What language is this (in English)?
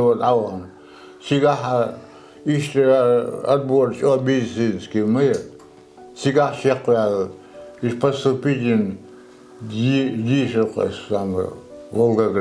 Chechen